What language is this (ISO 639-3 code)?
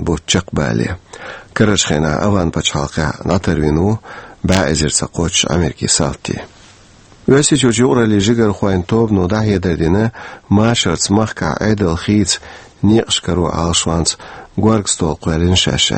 che